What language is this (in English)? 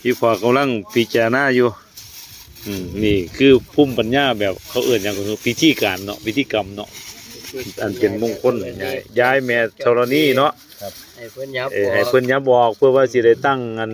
Northeastern Thai